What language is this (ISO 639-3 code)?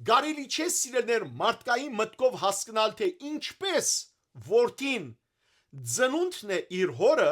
hyw